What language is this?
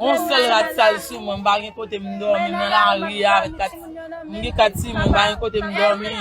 Haitian Creole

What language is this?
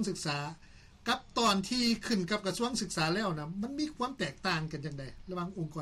Lao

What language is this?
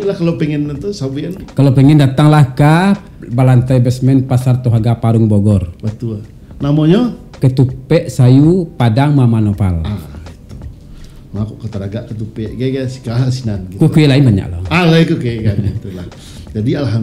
Minangkabau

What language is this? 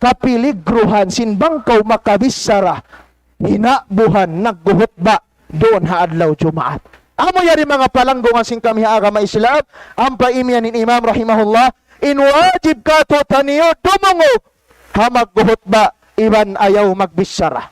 Tausug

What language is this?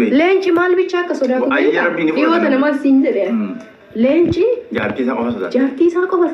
Oromo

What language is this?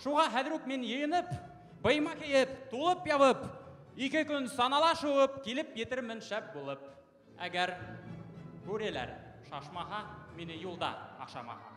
Bashkir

